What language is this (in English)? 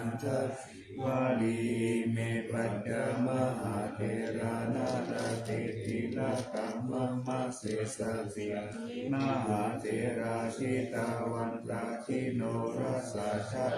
Pali